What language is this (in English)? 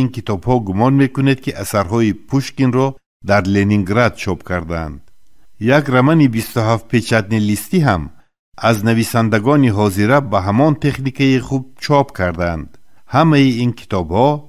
Tajik